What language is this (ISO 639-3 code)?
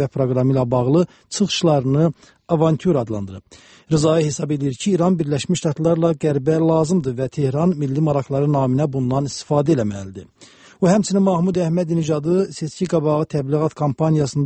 aze